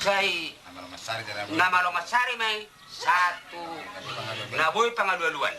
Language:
Batak Toba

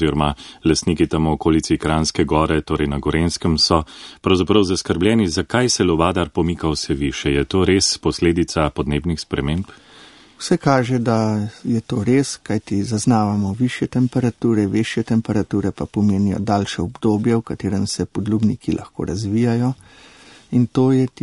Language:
Slovenian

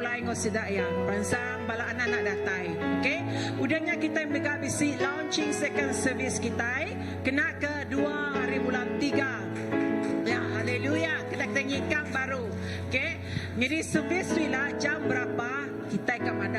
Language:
Iban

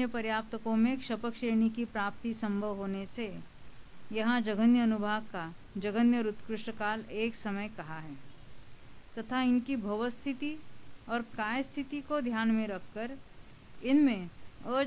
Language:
Hindi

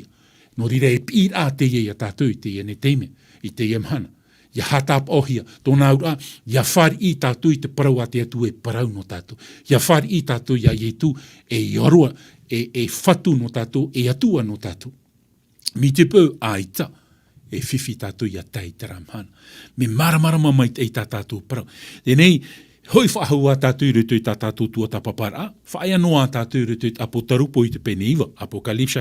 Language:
Tahitian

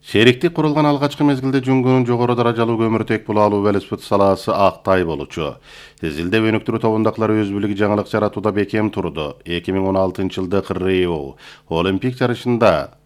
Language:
Kyrgyz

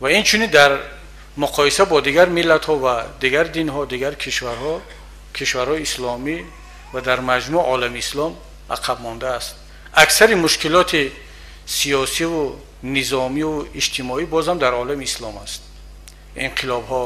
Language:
Tajik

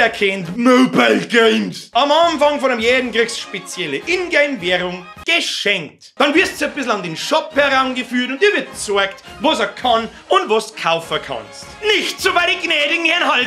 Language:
Bavarian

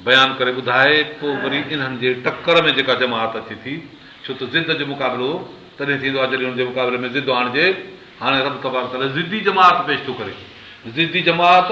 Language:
Sindhi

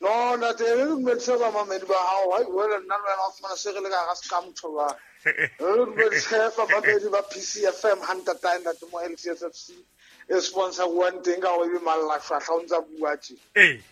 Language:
Southern Sotho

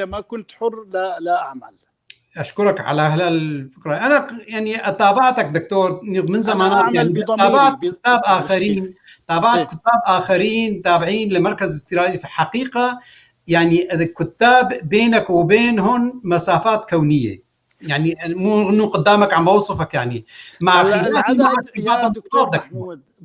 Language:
North Levantine Arabic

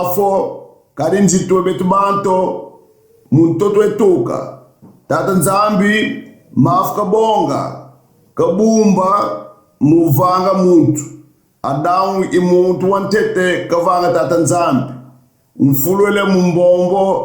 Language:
Kongo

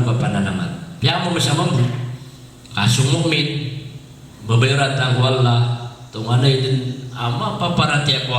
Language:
Maranao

